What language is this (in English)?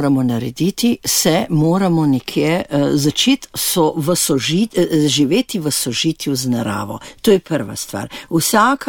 Slovenian